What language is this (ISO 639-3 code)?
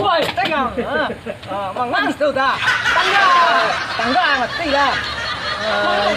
min